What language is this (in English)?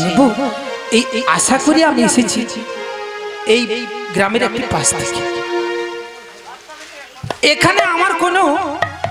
Bangla